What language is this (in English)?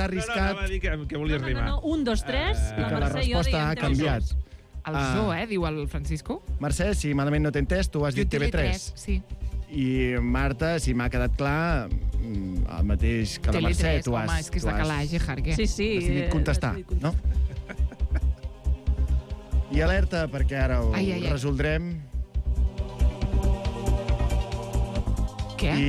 Catalan